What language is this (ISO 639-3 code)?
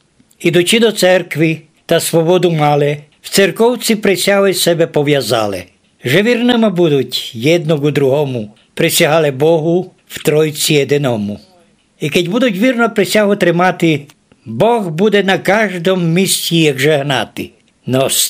rue